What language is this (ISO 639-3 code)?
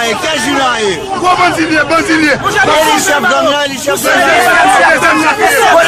hat